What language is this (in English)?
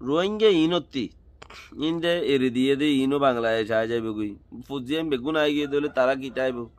Rohingya